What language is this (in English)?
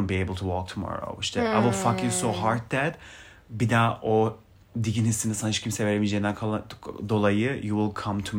Turkish